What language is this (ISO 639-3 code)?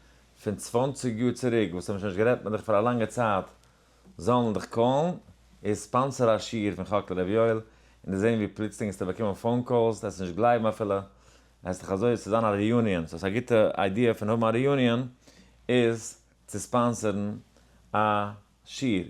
yid